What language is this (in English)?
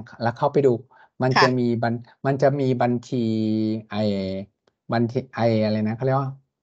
Thai